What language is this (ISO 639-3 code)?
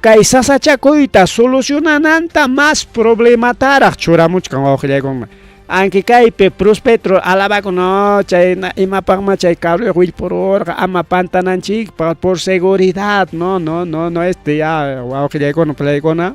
quy